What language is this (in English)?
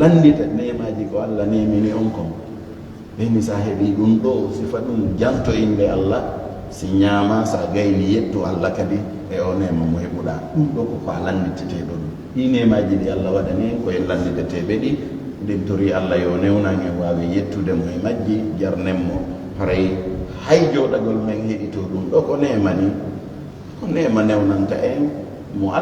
Fula